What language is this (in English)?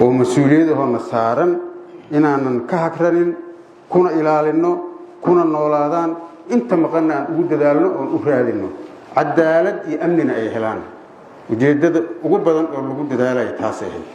Somali